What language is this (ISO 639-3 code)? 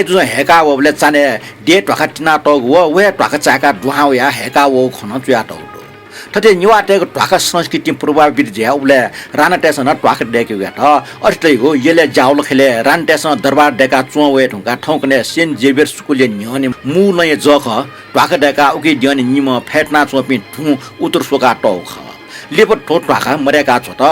new